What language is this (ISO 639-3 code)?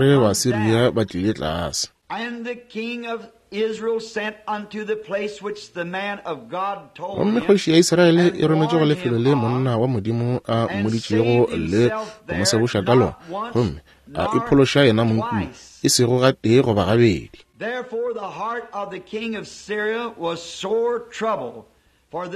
nso